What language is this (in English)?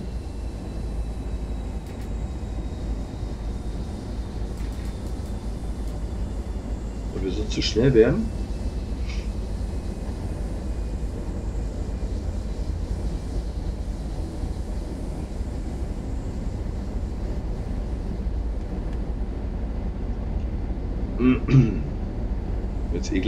German